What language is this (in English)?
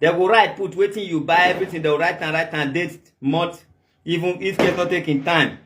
Nigerian Pidgin